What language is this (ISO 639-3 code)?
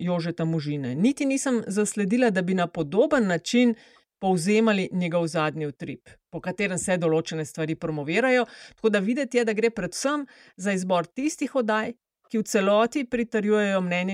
slv